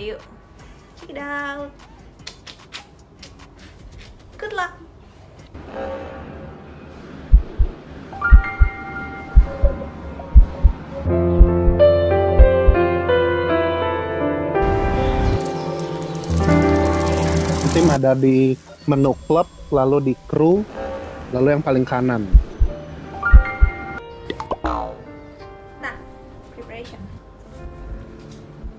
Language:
Indonesian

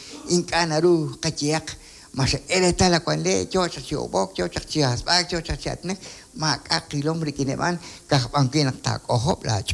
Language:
Kekchí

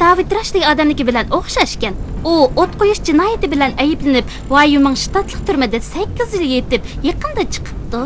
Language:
Uyghur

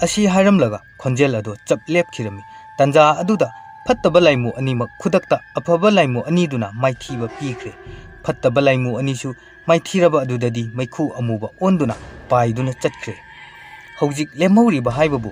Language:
Manipuri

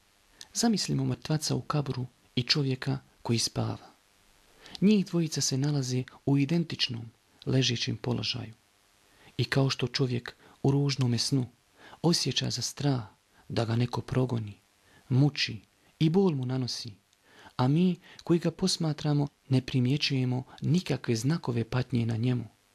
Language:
Bosnian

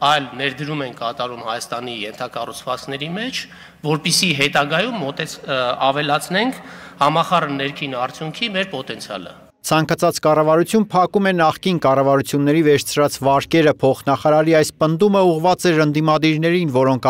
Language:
Armenian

